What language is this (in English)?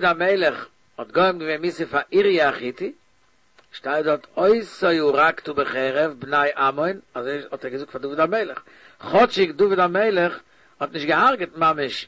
Yiddish